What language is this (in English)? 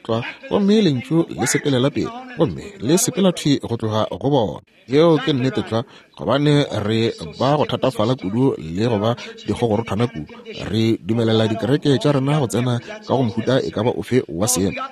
Northern Sotho